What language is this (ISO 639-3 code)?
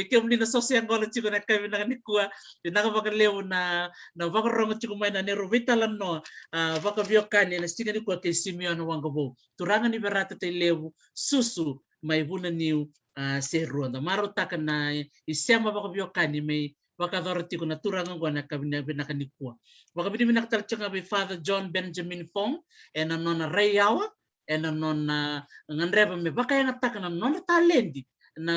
fij